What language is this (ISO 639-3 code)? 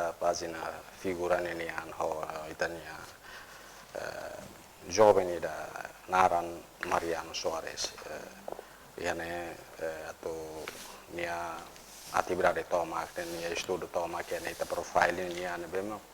tet